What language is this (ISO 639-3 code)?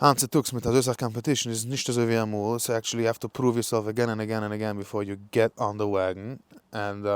yid